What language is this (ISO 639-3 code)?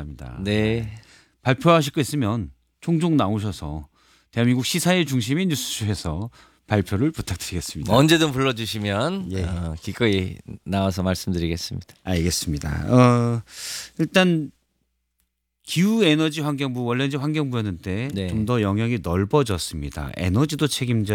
kor